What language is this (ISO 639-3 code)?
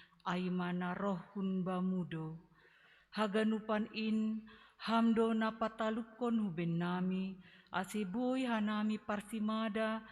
bts